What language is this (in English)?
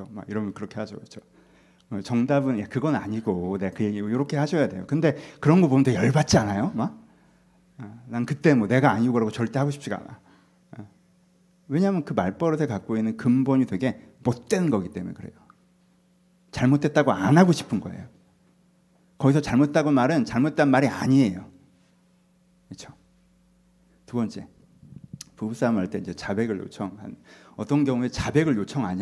Korean